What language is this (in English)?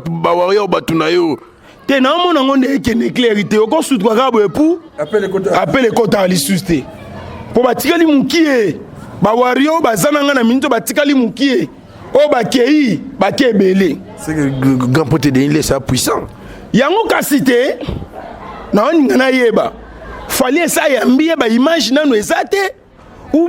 Lingala